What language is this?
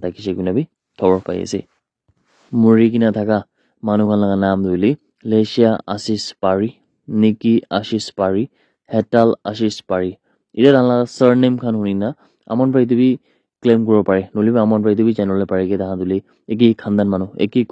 Naga Pidgin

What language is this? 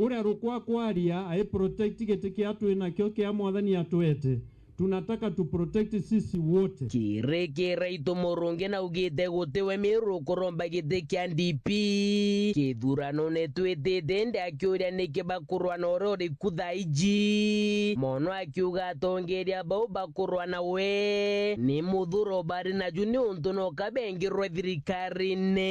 Meru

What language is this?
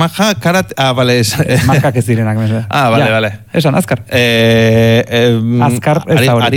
Basque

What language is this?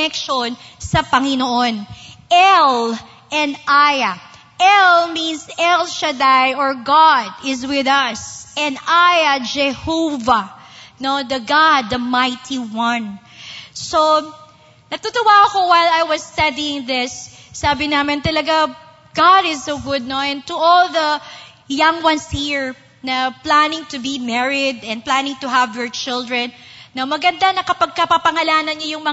Filipino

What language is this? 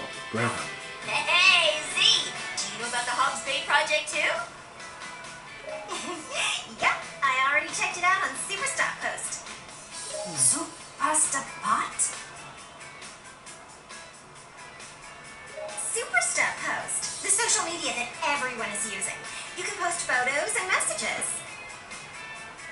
English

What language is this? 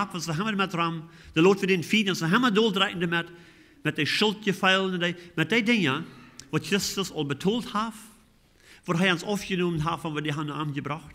Plautdietsch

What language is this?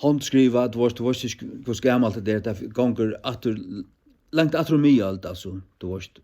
Faroese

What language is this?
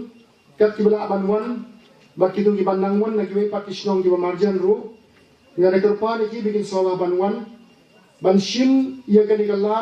Khasi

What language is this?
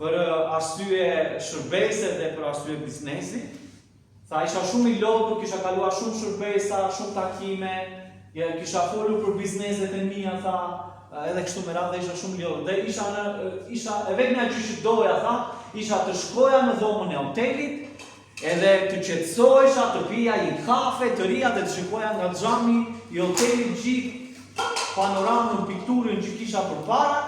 Albanian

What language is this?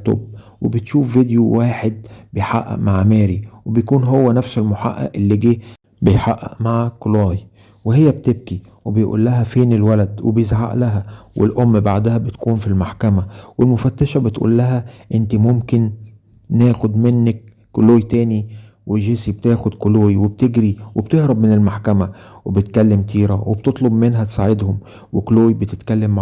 Egyptian Arabic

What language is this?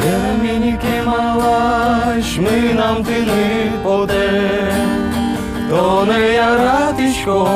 Udmurt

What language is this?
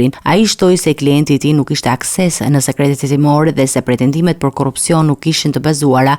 Albanian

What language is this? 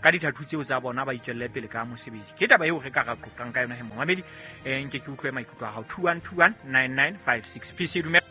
Southern Sotho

